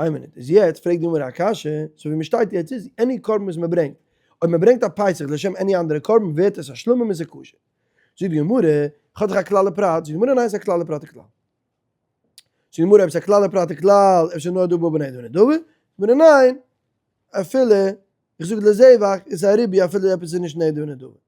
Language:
Yiddish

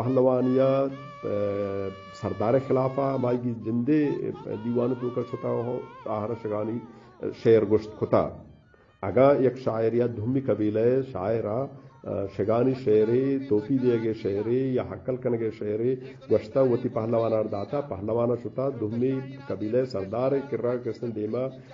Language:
Eastern Balochi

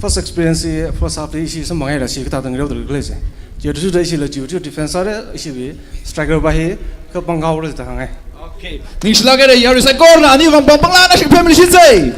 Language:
Tangkhul Naga (India)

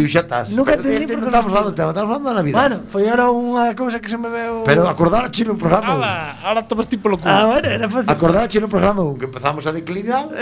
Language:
Galician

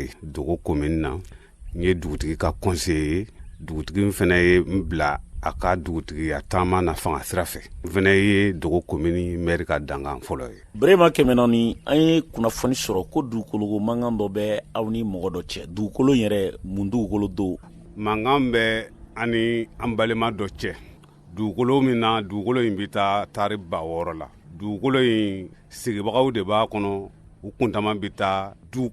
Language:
Bambara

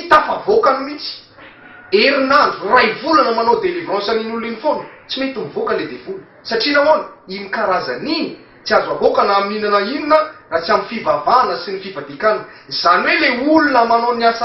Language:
Malagasy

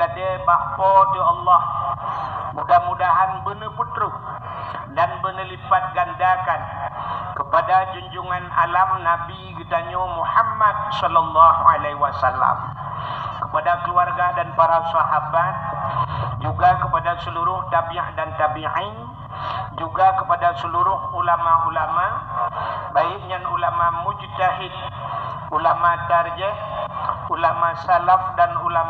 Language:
Achinese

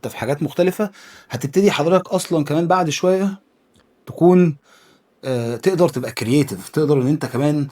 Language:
Egyptian Arabic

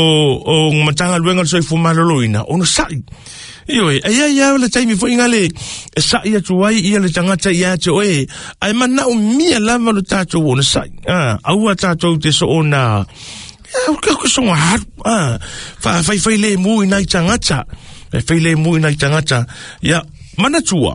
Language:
Samoan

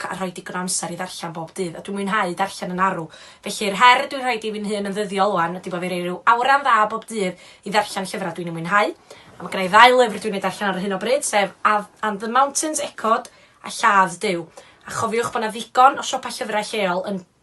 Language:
Welsh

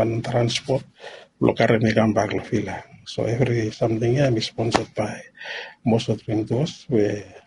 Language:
Bislama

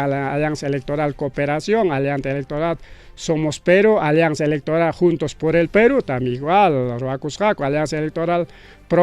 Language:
Ayacucho Quechua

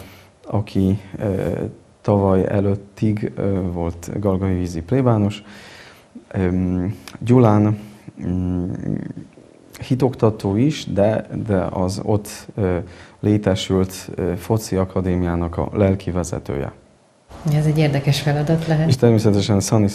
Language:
Hungarian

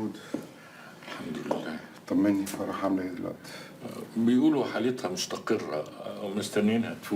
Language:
Egyptian Arabic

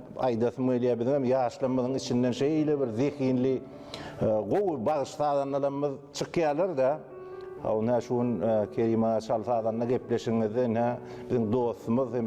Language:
Turkmen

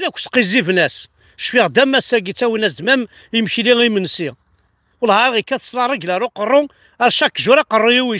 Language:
Kabyle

